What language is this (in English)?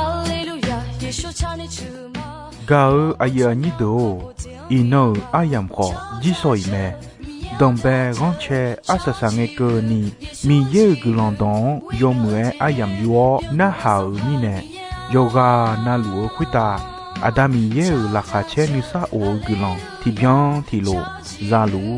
Akha